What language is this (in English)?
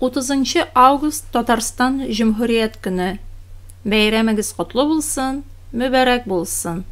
Tatar